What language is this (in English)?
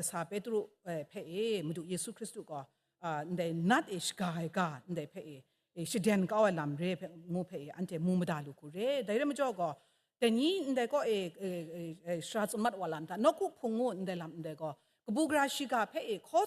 Kachin